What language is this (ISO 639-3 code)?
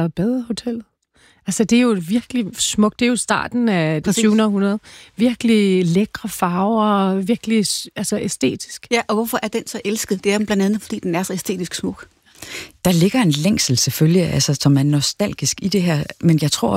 dan